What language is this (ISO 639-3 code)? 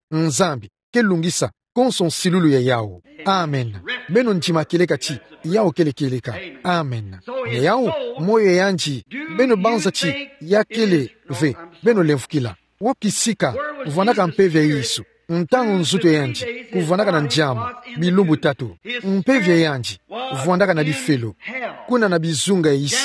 ktu